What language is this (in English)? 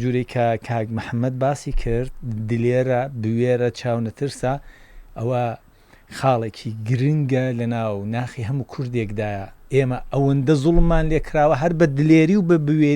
Central Kurdish